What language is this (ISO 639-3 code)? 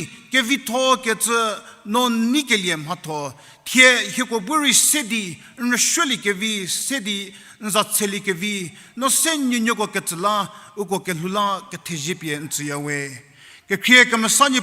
njm